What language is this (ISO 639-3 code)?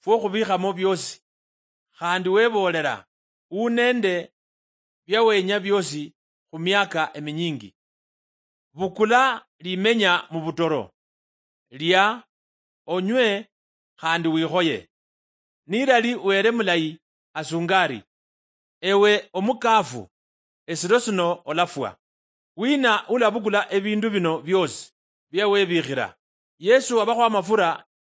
luy